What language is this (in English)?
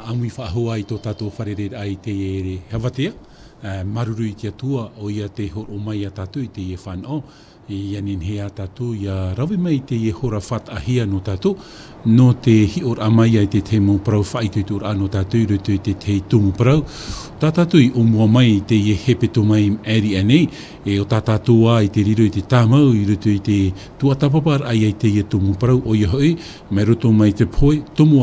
Tahitian